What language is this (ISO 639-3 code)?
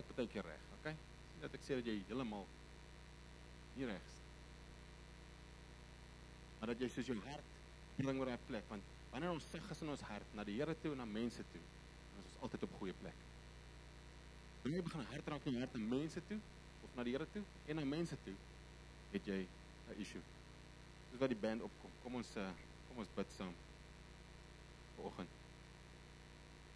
afr